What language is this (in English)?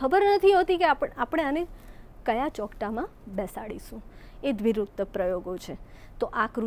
Gujarati